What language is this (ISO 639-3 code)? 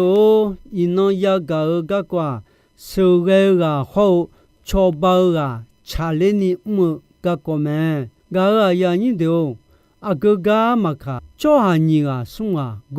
ahk